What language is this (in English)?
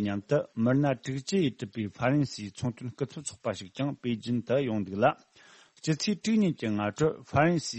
Tibetan